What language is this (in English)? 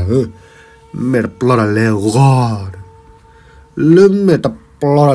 S'gaw Karen